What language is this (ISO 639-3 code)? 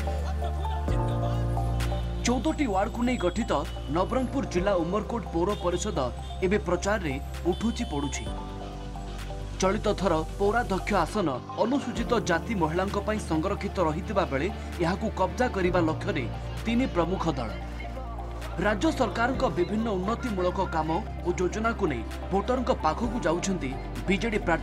ori